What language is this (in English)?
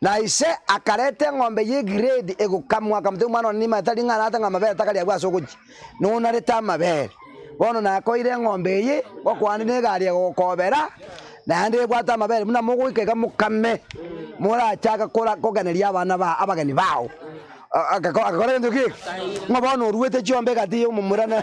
Gusii